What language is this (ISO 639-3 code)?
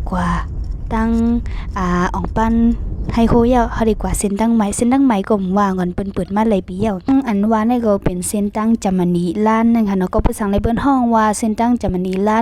shn